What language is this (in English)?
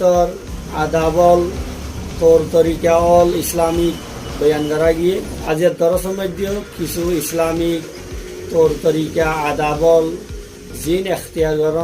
Rohingya